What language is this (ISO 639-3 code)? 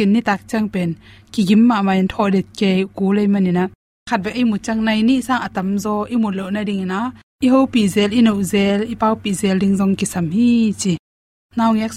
ctd